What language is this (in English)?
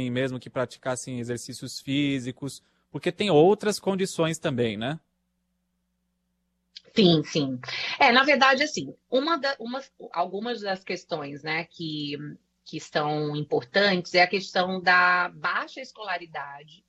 Portuguese